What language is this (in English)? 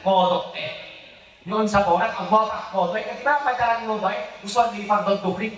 Madurese